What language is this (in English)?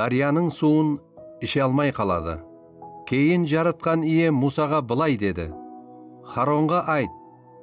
Kara-Kalpak